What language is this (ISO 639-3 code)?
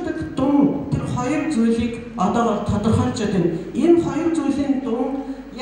mon